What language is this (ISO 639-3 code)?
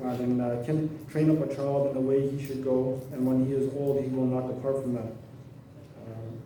pdt